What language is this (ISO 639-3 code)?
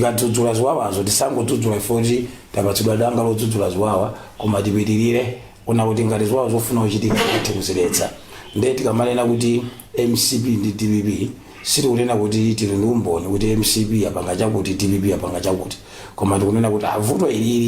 nya